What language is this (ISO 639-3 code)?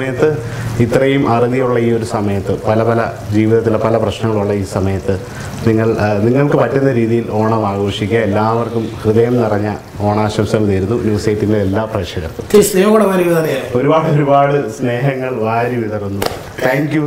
mal